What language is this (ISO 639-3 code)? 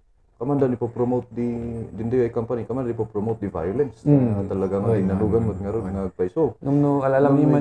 kne